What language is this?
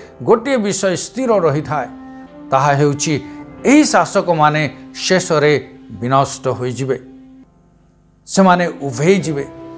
Odia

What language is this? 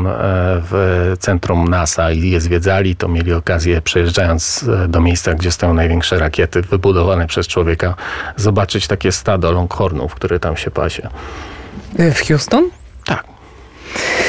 Polish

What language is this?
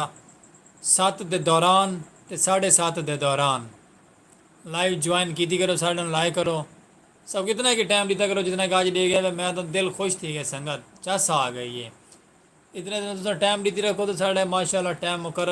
Saraiki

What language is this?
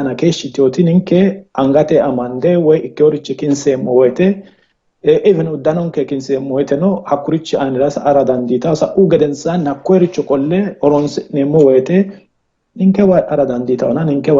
Sidamo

